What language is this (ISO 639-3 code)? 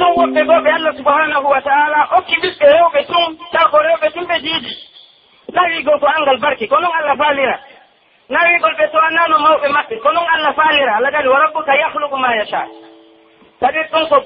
fuf